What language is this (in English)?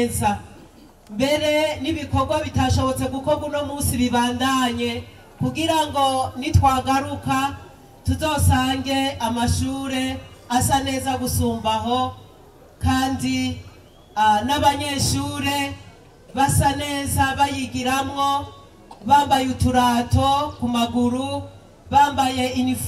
Rundi